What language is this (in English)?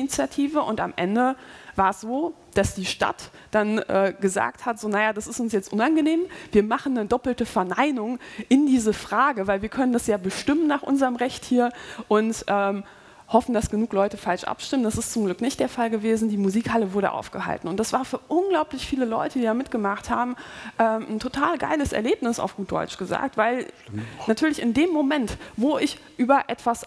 German